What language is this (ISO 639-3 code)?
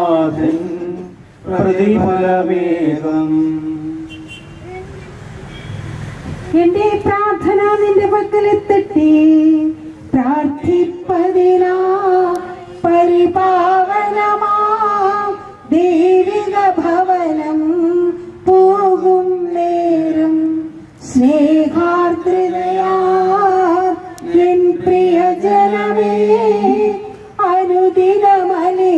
mal